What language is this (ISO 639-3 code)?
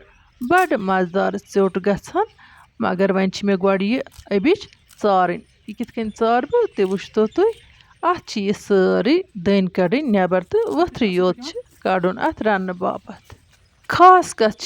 kas